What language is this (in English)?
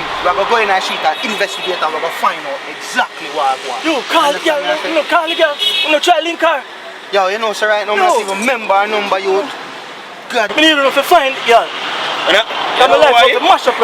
Jamaican Creole English